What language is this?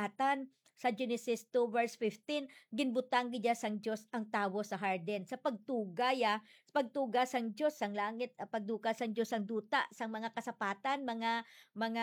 Hiligaynon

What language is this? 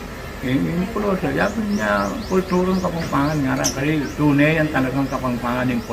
Pampanga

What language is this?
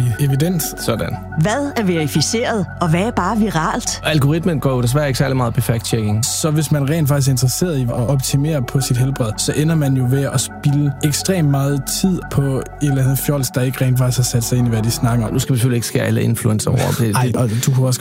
Danish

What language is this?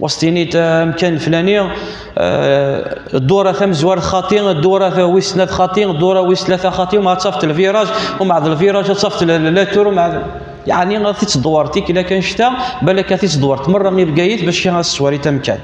Kabyle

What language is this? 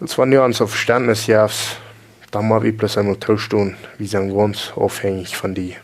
Plautdietsch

